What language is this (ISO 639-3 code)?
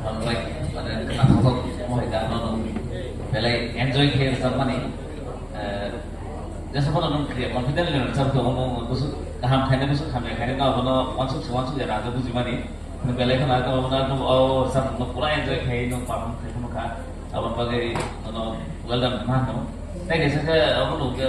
trp